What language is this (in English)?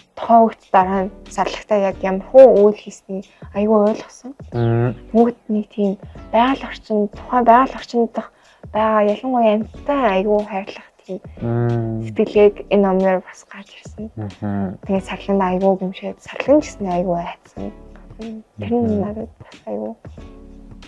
Mongolian